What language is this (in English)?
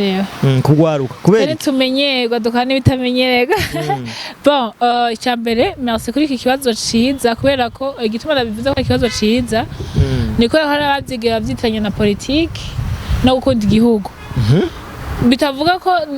Rundi